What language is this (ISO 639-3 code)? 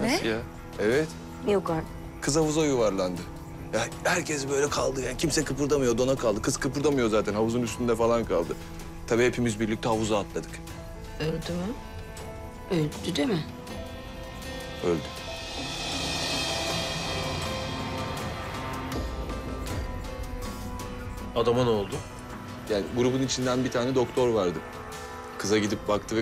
tur